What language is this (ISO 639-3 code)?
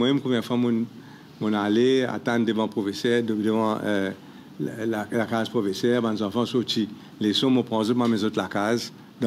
mfe